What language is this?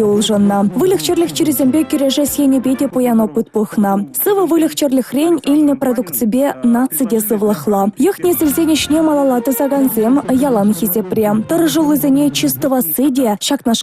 Chuvash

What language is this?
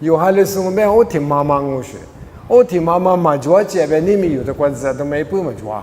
Lisu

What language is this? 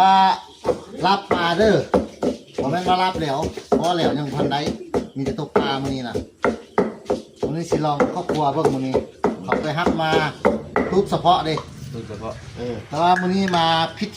Lao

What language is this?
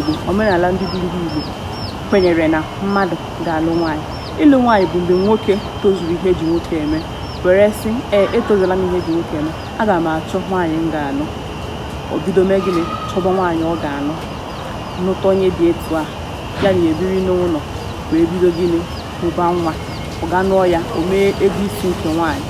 Igbo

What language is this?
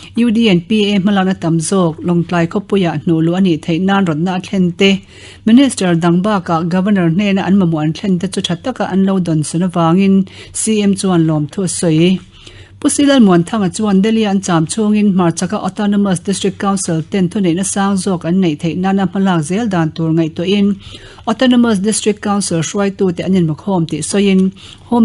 Mizo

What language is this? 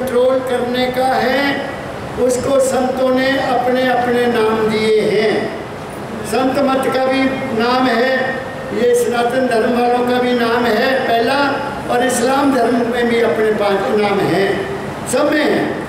Hindi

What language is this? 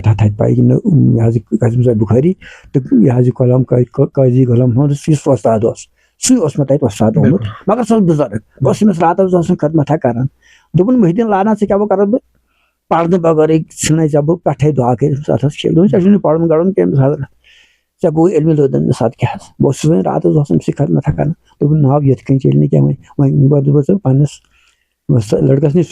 Kashmiri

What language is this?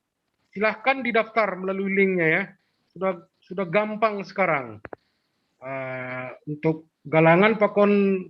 Batak Simalungun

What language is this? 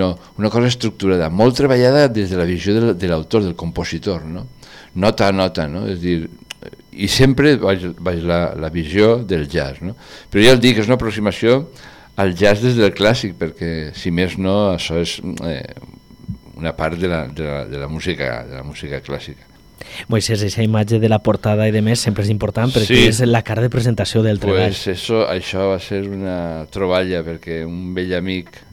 Catalan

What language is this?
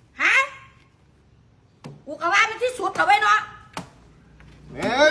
Lao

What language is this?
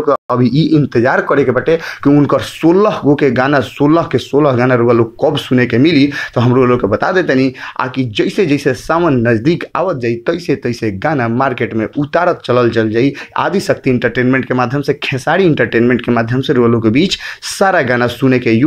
Bhojpuri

